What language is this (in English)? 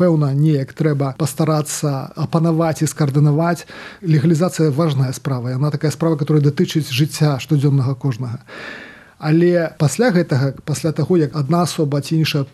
Belarusian